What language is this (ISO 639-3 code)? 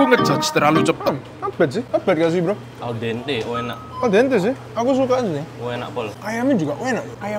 ind